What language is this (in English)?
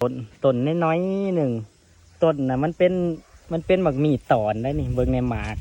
Northeastern Thai